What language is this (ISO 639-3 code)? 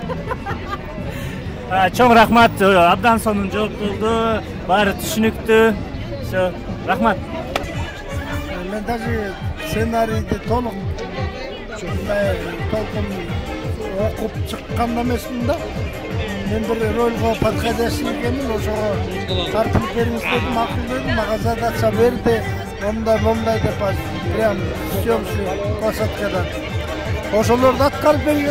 kir